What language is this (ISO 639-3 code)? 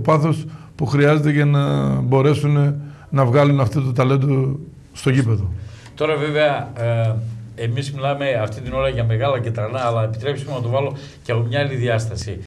ell